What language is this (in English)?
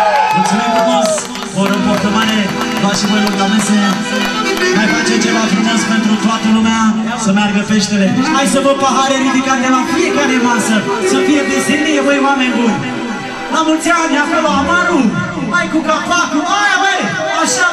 Romanian